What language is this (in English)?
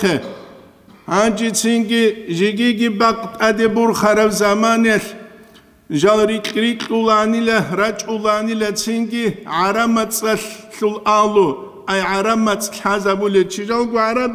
Avaric